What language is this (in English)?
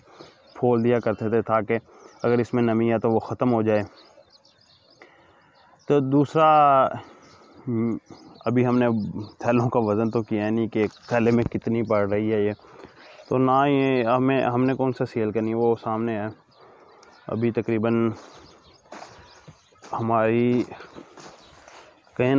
Hindi